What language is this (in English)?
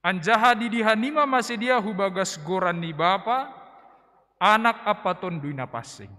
Batak Simalungun